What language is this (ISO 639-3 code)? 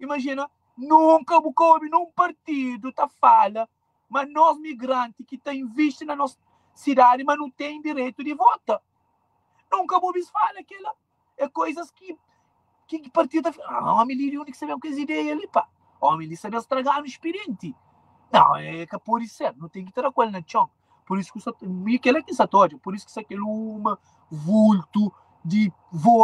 kea